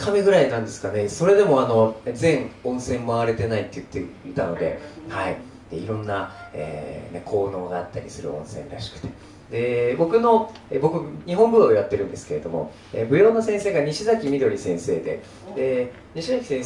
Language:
Japanese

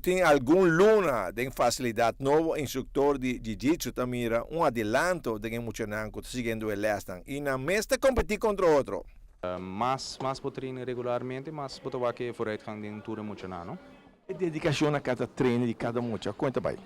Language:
Papiamento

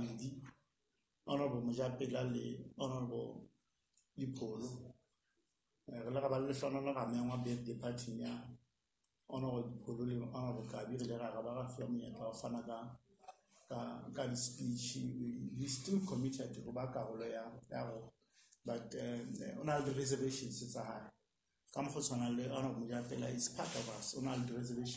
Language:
Southern Sotho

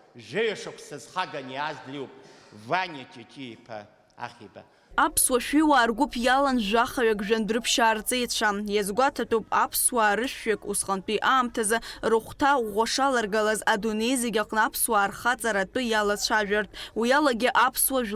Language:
Abkhazian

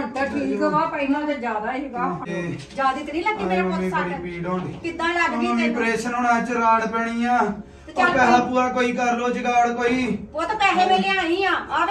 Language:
Punjabi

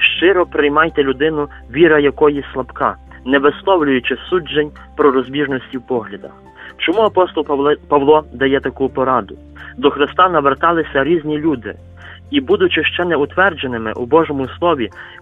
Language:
Ukrainian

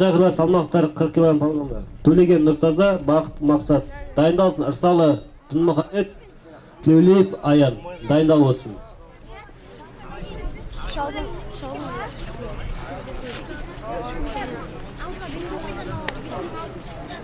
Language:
Kazakh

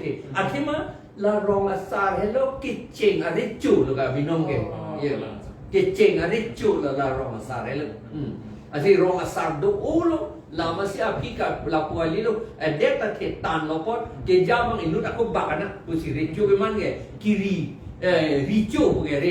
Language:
Karbi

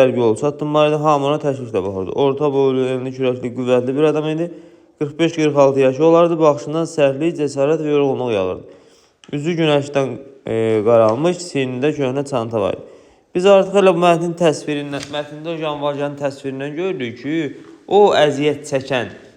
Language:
Azerbaijani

